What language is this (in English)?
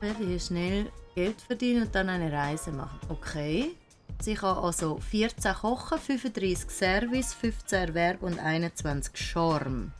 Swiss German